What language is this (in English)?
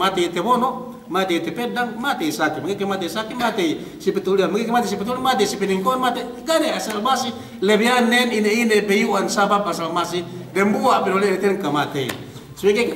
Yakan